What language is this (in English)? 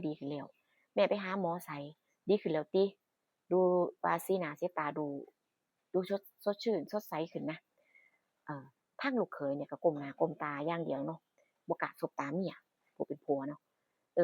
Northeastern Thai